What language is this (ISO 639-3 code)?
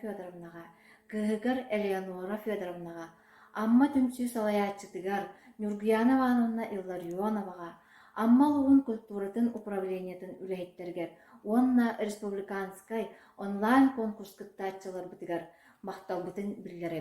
sah